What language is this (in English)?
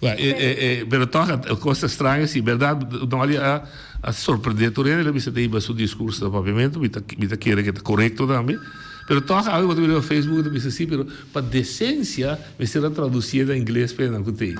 Papiamento